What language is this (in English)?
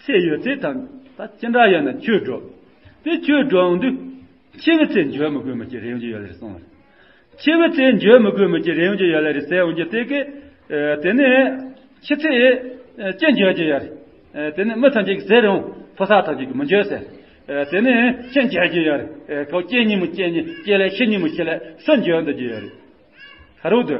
Tibetan